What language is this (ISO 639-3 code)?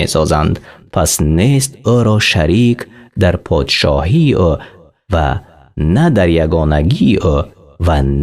tgk